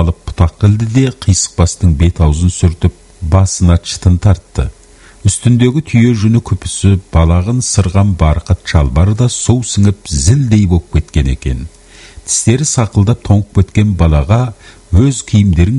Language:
Kazakh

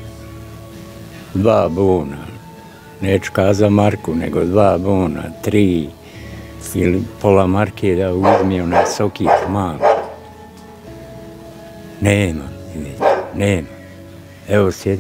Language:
Bosnian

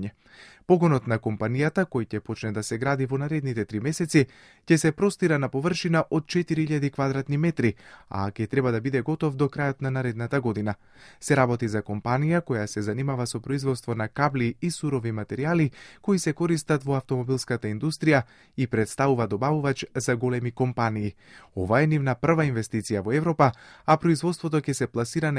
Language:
Macedonian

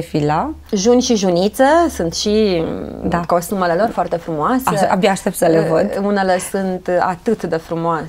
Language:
Romanian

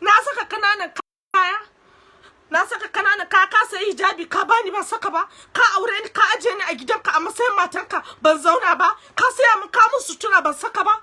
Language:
Hausa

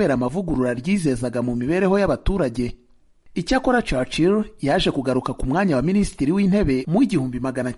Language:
Kinyarwanda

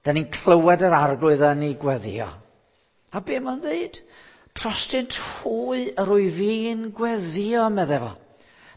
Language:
Welsh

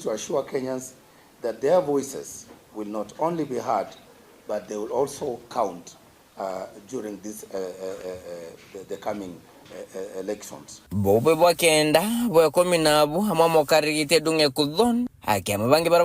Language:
Meru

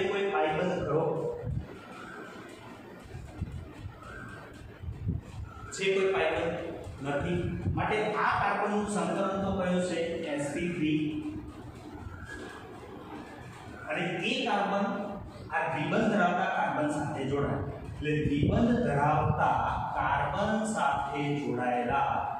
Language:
Gujarati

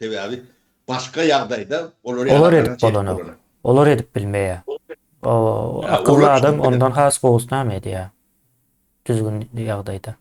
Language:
Turkmen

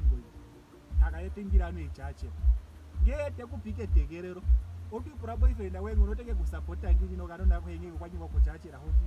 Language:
Ndonga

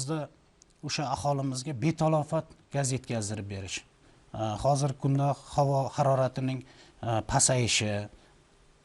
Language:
Uzbek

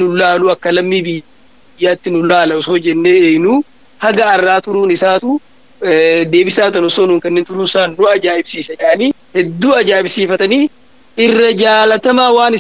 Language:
Oromo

